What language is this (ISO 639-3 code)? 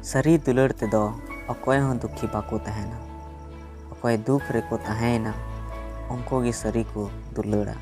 sat